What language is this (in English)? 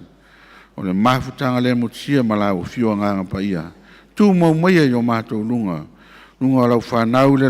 Samoan